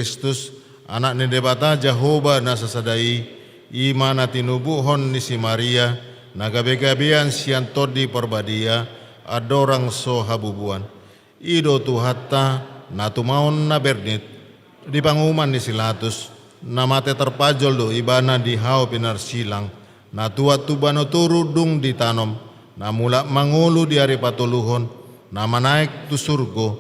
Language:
Batak Toba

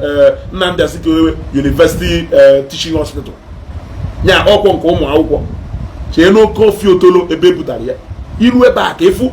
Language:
Igbo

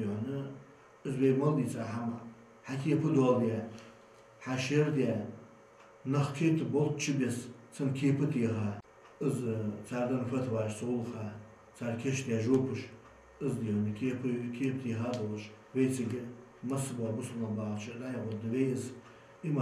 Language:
Ingush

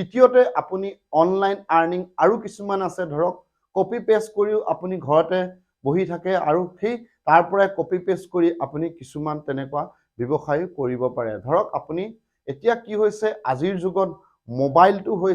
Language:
Assamese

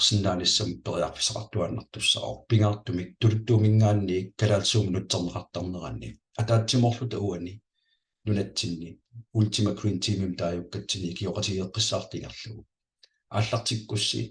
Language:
Kalaallisut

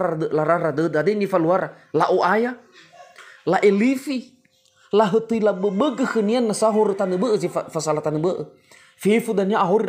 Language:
Nias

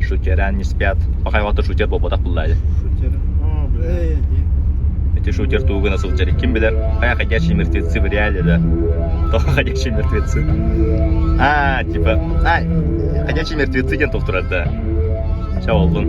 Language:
Yakut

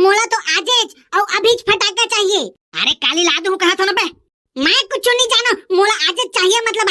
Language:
Chhattisgarhi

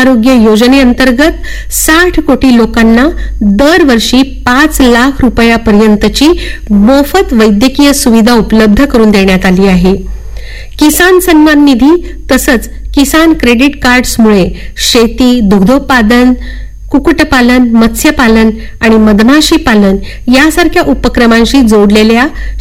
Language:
Marathi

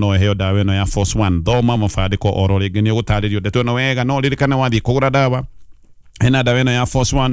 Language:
Kikuyu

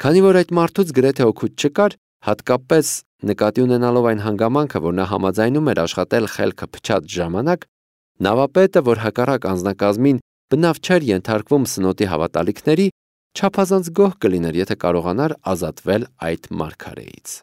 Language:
Armenian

